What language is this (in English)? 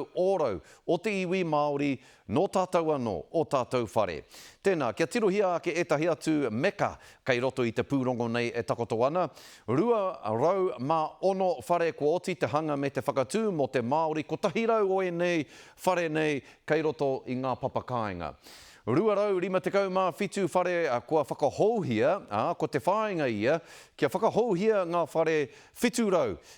Māori